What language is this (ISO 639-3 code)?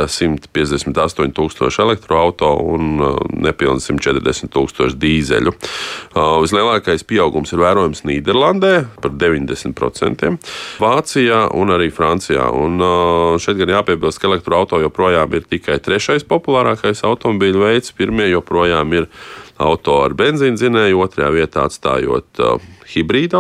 lav